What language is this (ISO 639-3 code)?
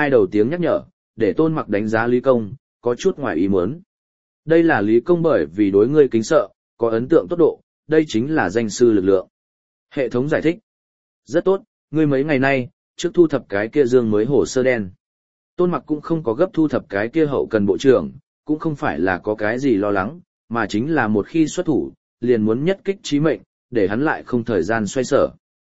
vie